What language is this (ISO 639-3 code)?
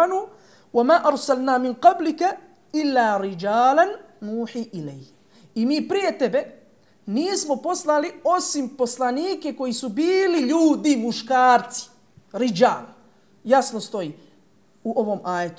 bos